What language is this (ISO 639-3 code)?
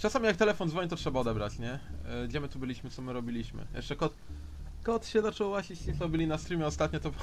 pol